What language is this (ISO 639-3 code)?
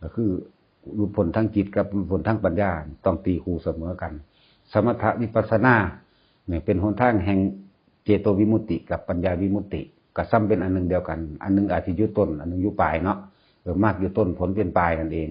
tts